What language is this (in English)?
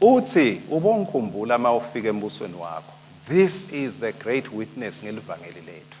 Swati